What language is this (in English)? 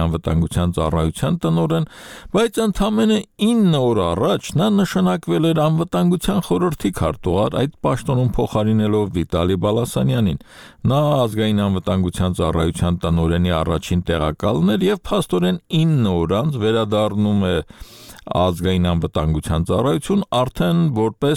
Armenian